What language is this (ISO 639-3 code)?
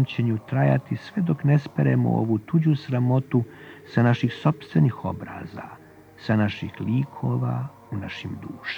srp